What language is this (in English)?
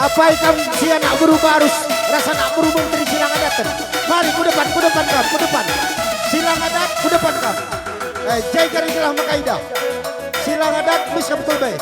Batak Karo